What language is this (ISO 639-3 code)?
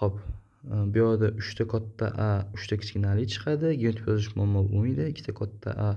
uzb